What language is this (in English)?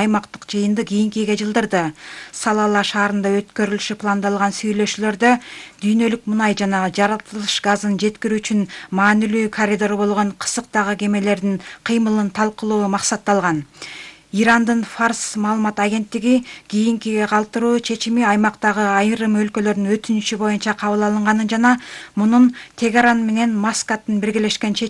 Kyrgyz